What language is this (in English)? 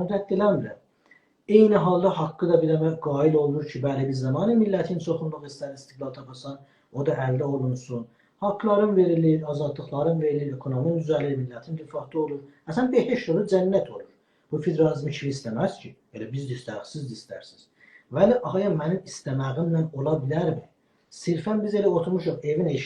South Azerbaijani